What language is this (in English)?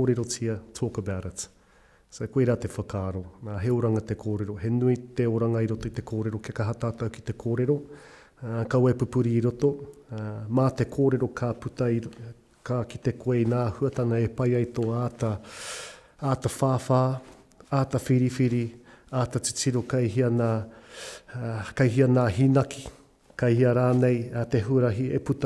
Māori